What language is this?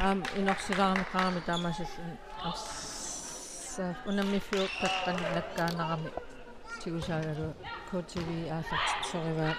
Kalaallisut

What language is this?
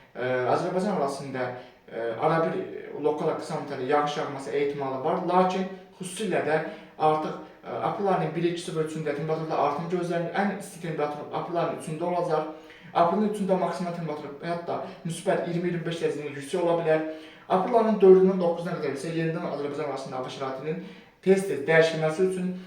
Azerbaijani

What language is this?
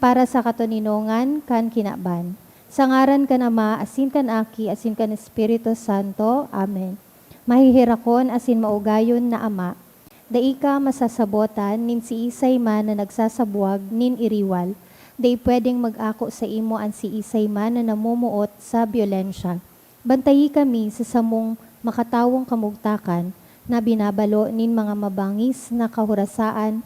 Bikol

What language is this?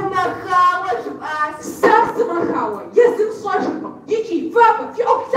Kabardian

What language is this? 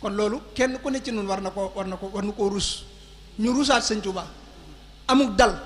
Wolof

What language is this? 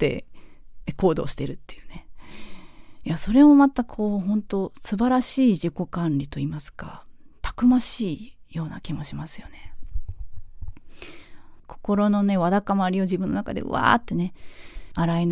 Japanese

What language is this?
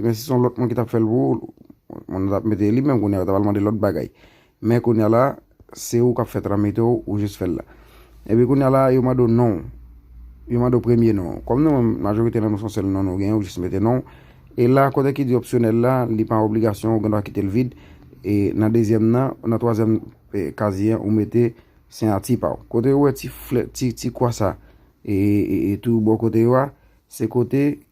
Haitian Creole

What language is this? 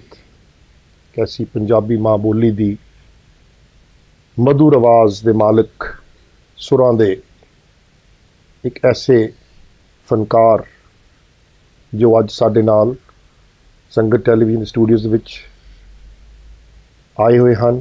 Punjabi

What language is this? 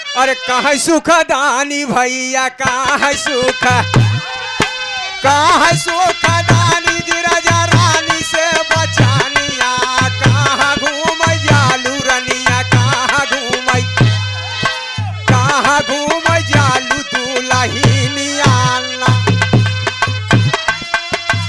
Bhojpuri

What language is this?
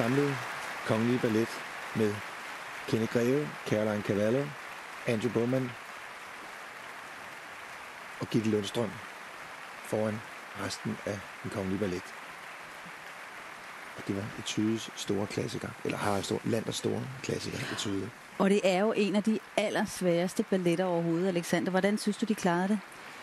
Danish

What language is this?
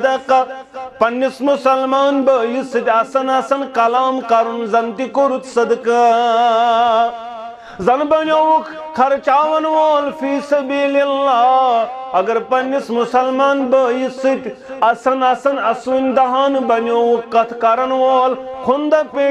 Kashmiri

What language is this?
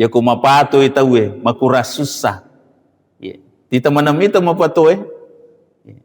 Buginese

